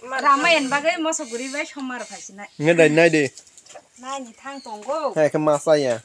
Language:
Kok Borok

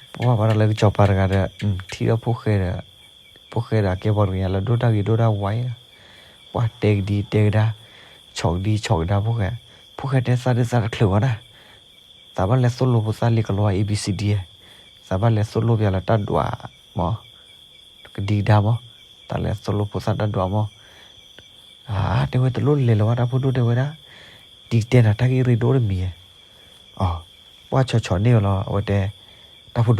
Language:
S'gaw Karen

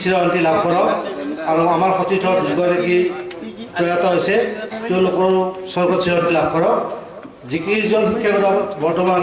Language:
Assamese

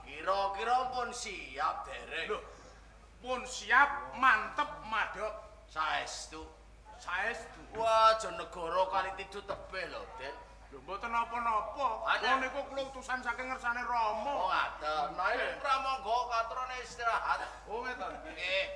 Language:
Javanese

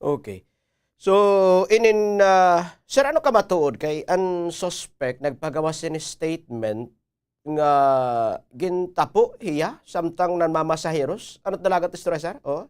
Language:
Waray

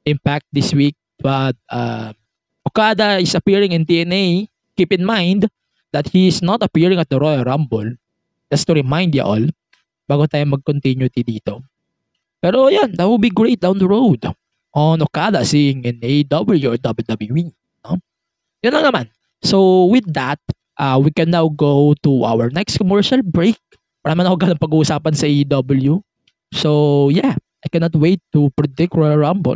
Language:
Filipino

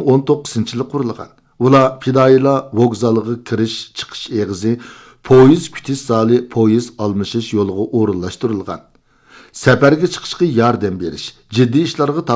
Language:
Uyghur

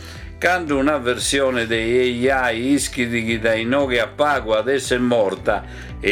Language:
Sardinian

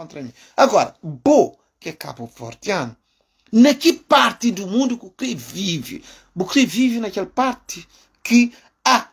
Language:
Kabuverdianu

